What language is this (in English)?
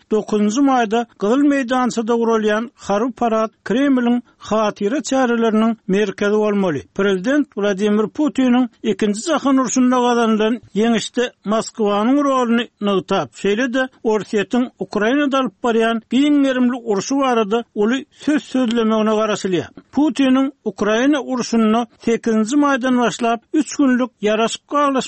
Turkmen